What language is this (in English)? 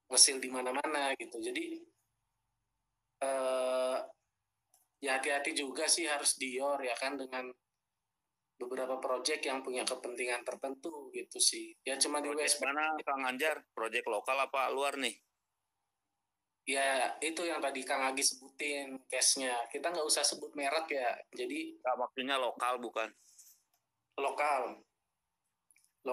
Indonesian